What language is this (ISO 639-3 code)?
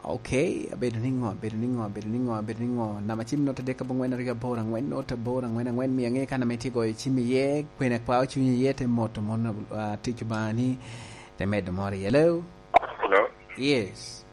laj